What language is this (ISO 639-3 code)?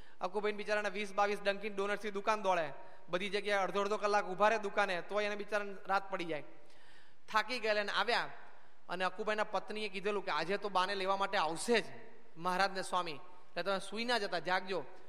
guj